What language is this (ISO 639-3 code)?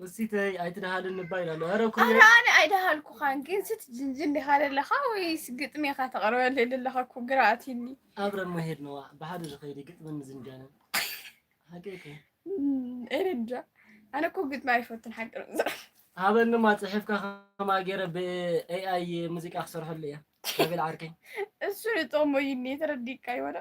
tir